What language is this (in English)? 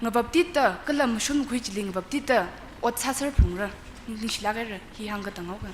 Tangkhul Naga (India)